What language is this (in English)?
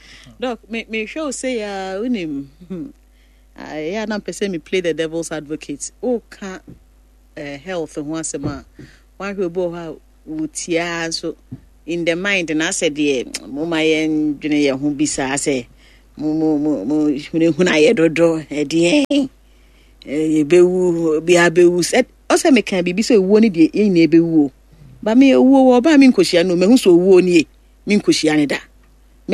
Akan